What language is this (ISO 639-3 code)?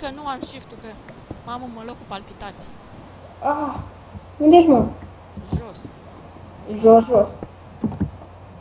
ron